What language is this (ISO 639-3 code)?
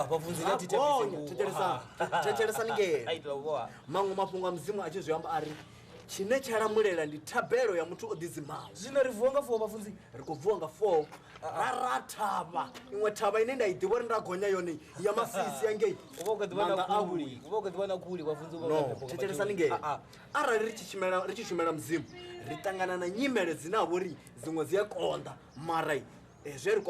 ven